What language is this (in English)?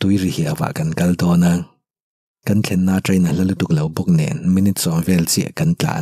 Mizo